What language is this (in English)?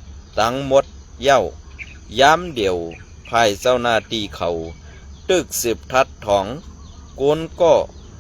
Shan